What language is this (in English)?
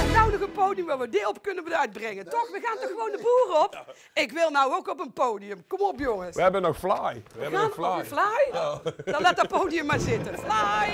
Limburgish